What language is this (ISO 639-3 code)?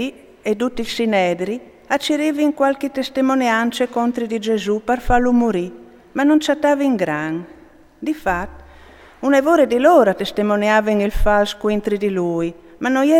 fur